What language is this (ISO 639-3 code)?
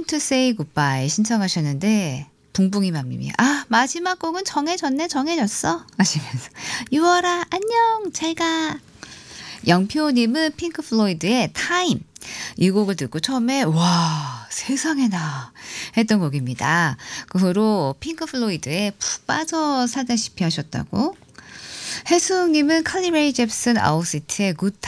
kor